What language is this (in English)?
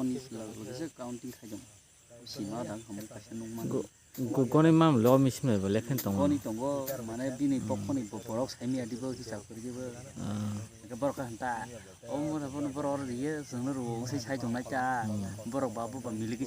Kok Borok